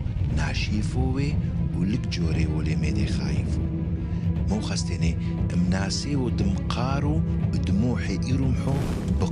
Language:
Turoyo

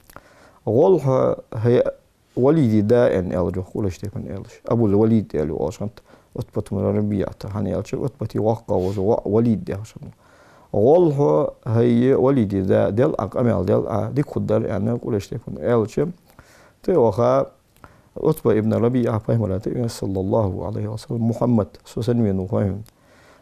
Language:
Ingush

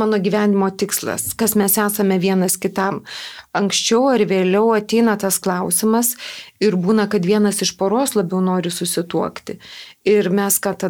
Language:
Lithuanian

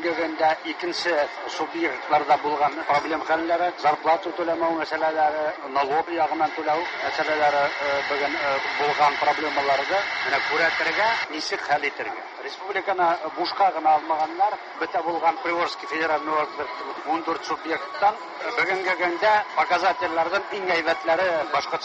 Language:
Tatar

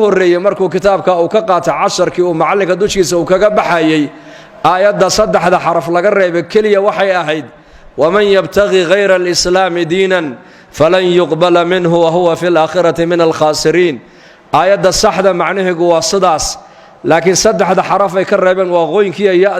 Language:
Somali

